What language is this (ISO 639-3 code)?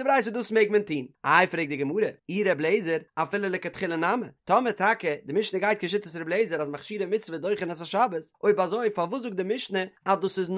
yid